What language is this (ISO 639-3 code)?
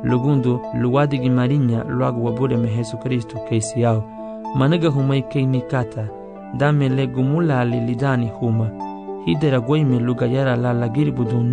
cab